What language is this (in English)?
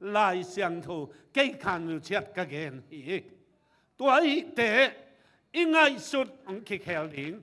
Tedim Chin